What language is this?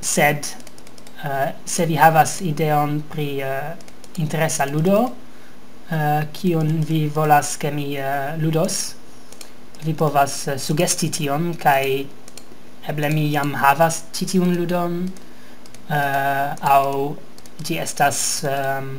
Esperanto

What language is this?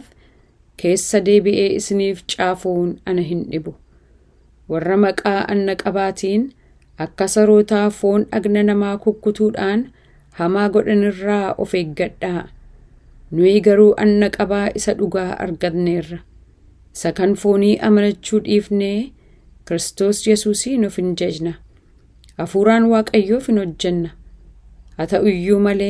Oromo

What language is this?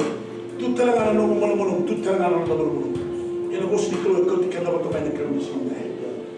Fijian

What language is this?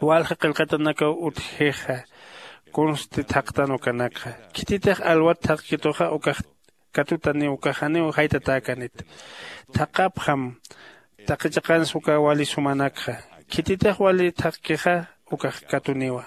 Aymara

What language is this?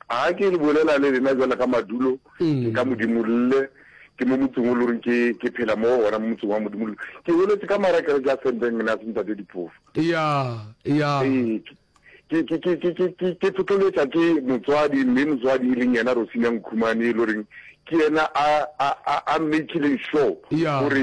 Northern Sotho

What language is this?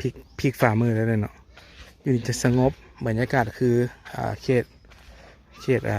Lao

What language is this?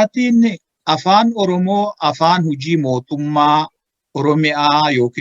Oromo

